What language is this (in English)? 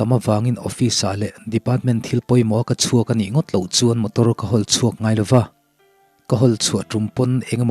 Mizo